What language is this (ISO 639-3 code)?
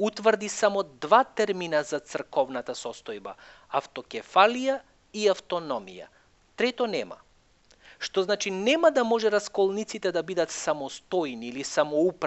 mkd